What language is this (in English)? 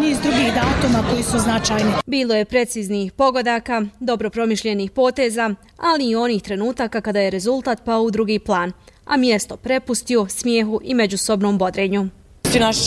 Bosnian